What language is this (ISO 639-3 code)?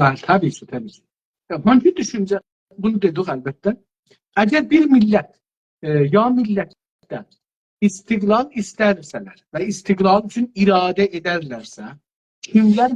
azb